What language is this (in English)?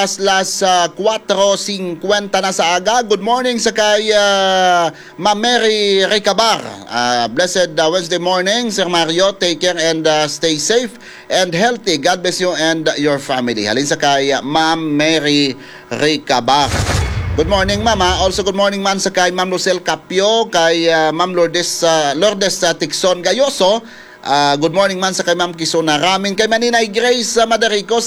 Hiligaynon